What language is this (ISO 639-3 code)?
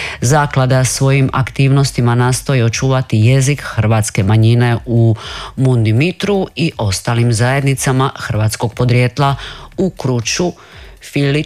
hrv